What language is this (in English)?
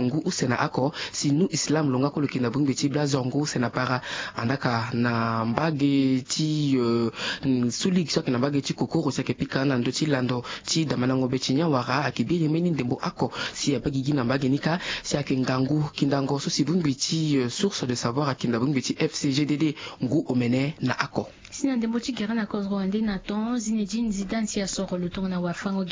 Sango